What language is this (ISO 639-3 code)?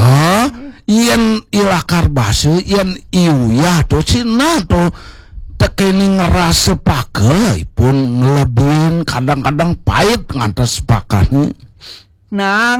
ban